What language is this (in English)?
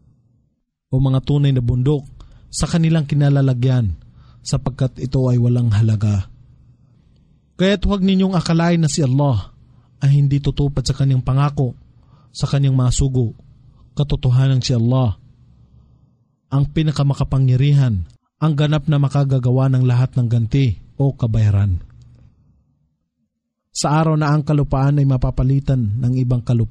Filipino